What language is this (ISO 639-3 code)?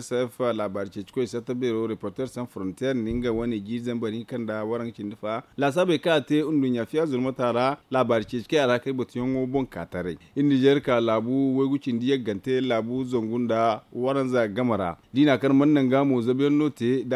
dje